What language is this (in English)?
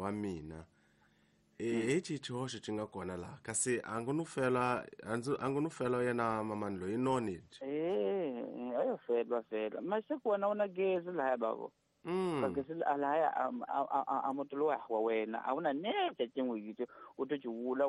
Tsonga